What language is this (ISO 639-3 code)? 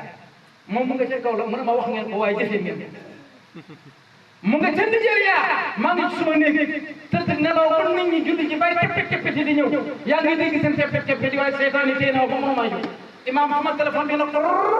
wol